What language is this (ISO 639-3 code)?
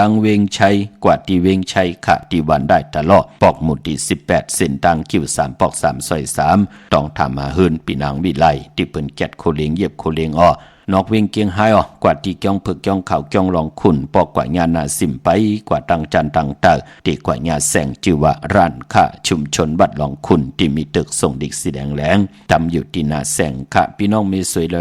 shn